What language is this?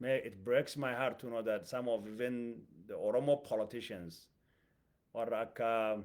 Oromo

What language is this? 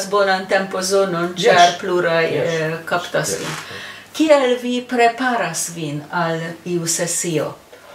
Esperanto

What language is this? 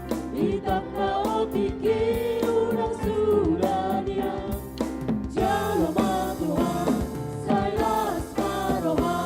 Batak Toba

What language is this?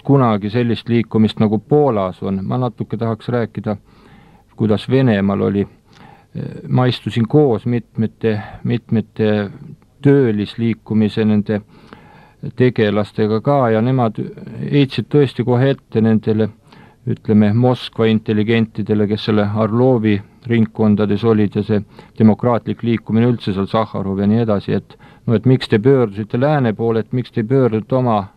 Estonian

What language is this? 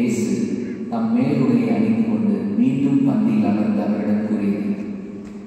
Tamil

